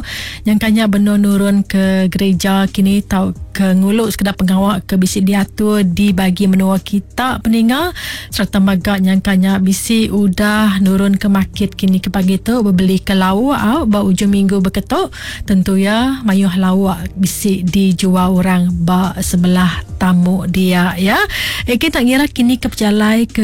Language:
Iban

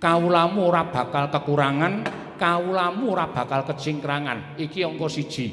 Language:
Javanese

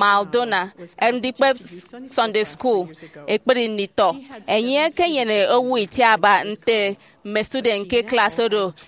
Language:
Efik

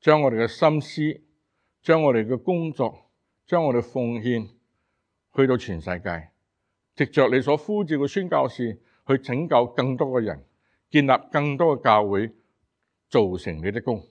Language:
Cantonese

